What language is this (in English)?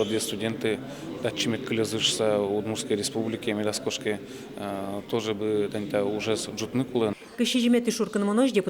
Udmurt